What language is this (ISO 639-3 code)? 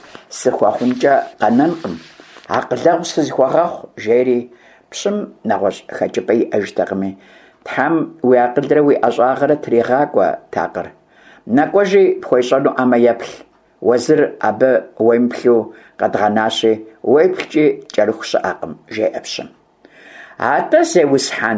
kbd